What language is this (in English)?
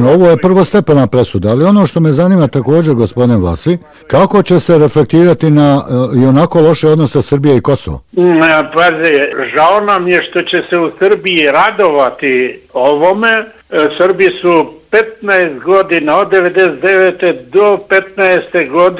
Bosnian